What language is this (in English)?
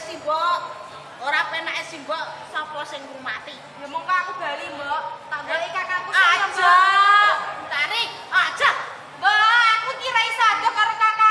Javanese